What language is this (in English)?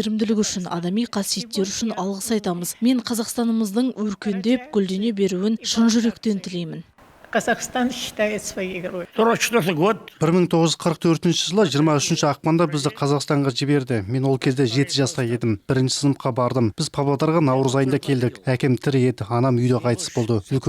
Kazakh